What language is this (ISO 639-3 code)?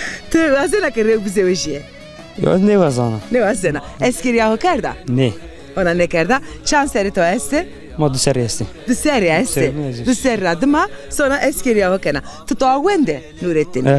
zza